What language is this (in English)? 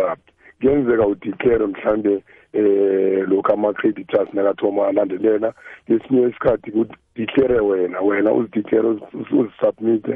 South Ndebele